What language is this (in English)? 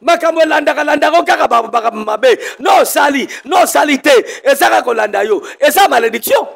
Lingala